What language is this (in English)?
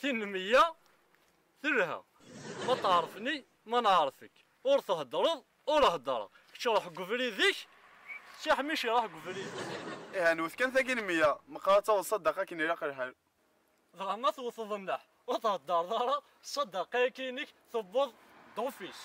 Kabyle